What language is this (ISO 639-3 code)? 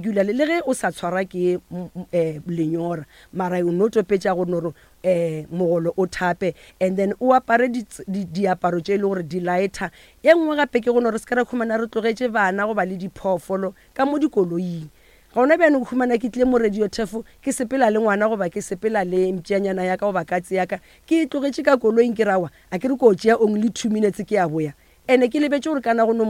nso